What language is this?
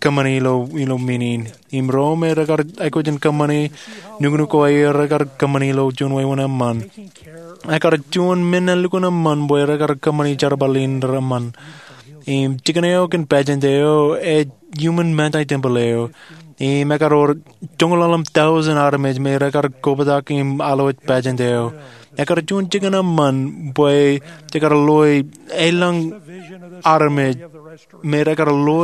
Marshallese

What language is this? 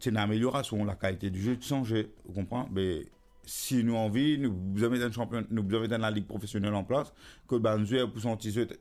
Morisyen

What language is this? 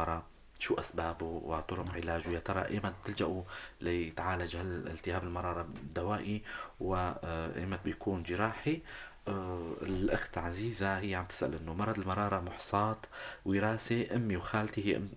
North Levantine Arabic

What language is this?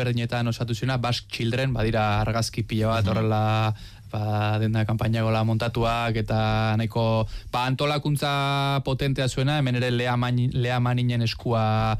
Basque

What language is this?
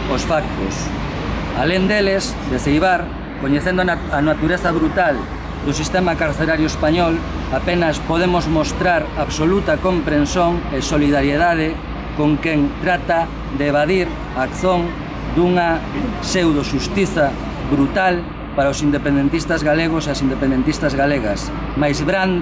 Galician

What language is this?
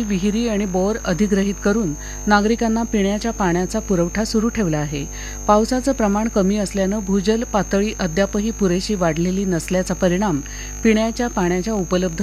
Marathi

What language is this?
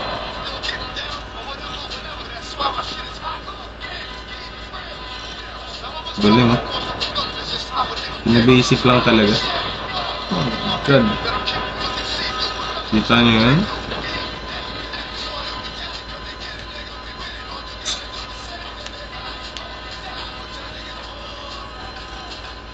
Filipino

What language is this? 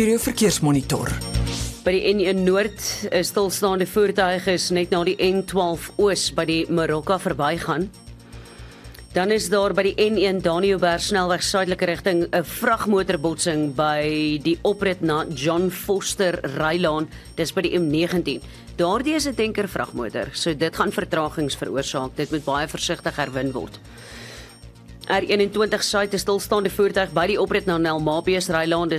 Afrikaans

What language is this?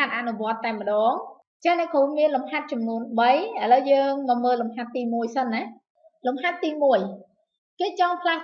Khmer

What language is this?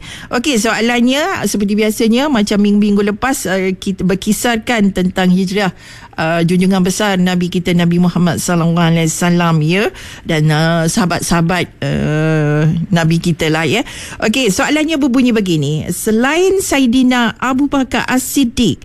Malay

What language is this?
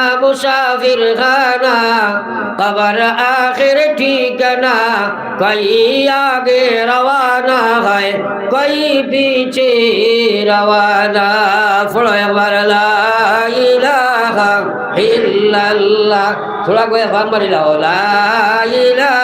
Sylheti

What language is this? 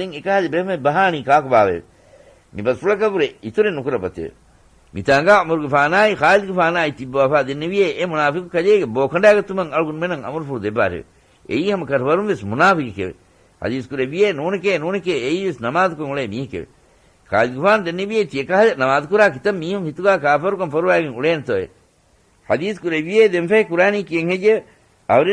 Divehi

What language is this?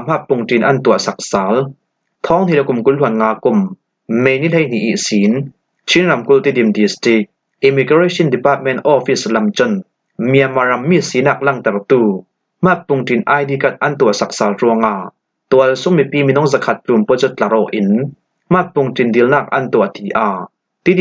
Falam Chin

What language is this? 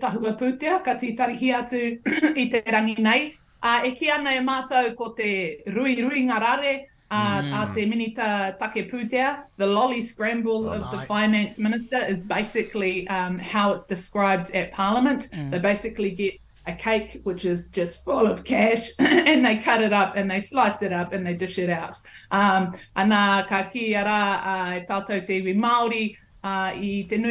Māori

